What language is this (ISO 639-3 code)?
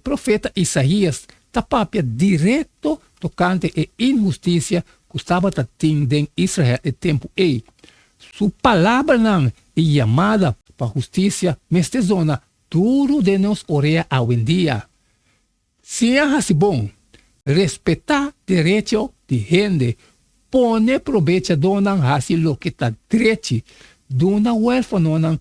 pap